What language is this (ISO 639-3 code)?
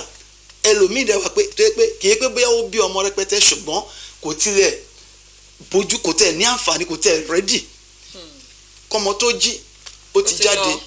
yor